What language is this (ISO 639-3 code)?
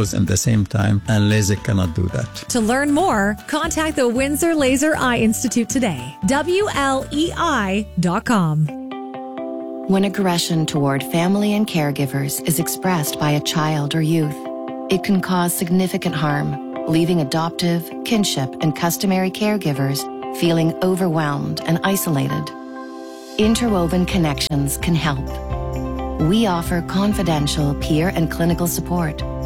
eng